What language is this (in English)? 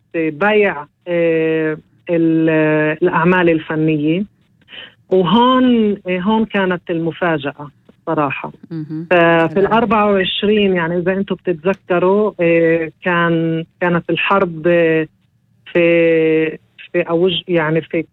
North Levantine Arabic